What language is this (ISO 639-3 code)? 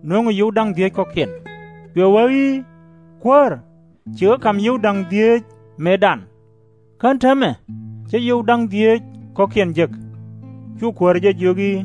nus